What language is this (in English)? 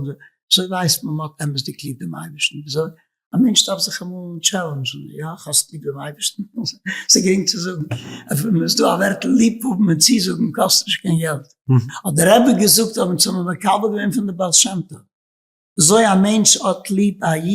Yiddish